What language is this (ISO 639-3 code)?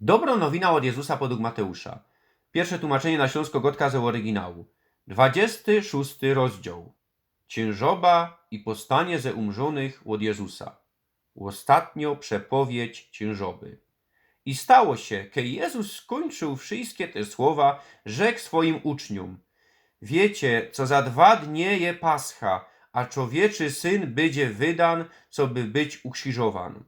szl